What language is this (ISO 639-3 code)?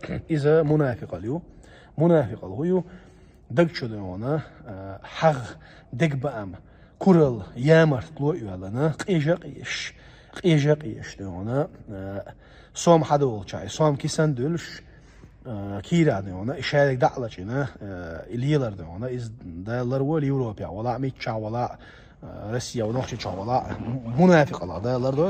che